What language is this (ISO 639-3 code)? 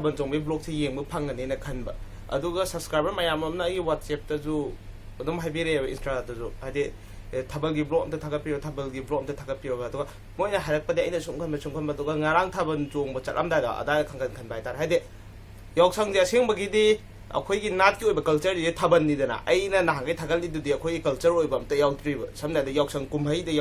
mni